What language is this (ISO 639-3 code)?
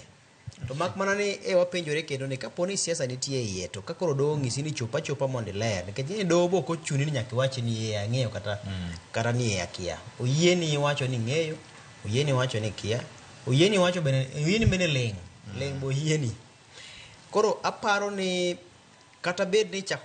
luo